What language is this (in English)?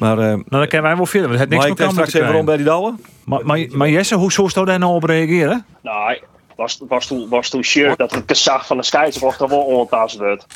Western Frisian